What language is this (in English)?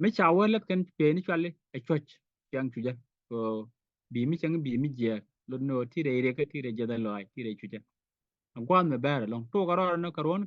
Nuer